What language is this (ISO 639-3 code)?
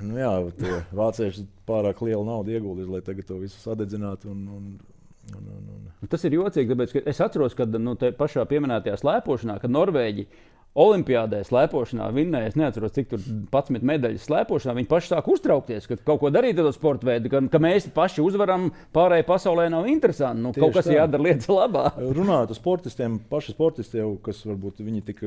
lav